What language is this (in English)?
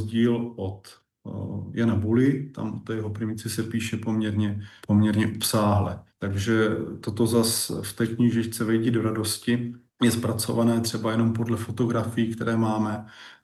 Czech